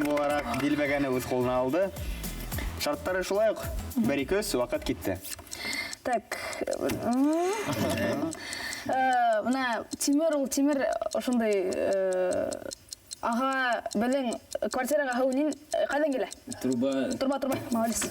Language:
Bashkir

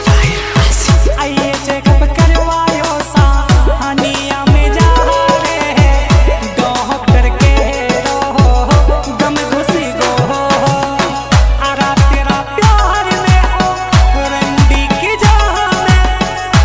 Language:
Haryanvi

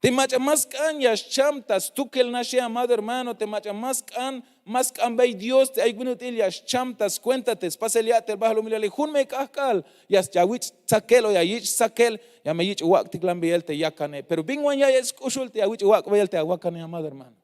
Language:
Tzeltal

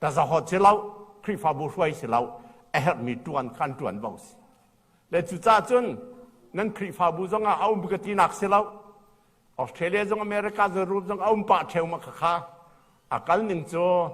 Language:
Hakha Chin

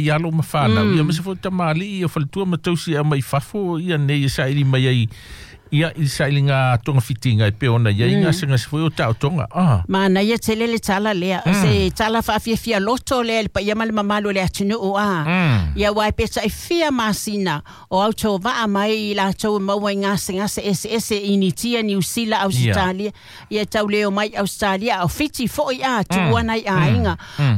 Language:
Samoan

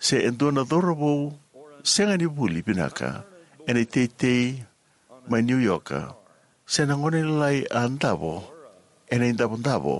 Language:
Fijian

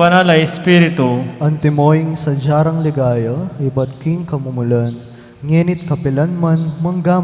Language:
Pampanga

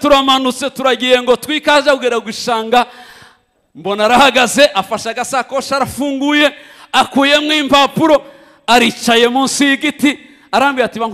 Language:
Kinyarwanda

